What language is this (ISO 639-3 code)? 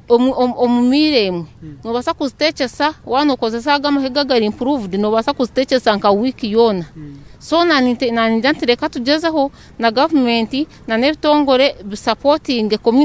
nyn